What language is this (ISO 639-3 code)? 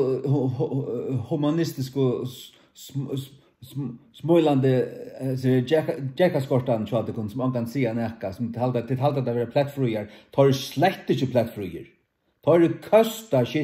fao